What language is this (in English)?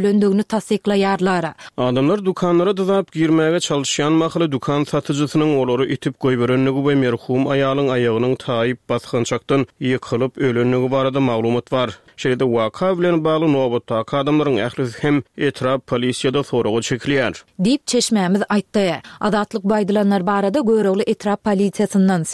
Turkmen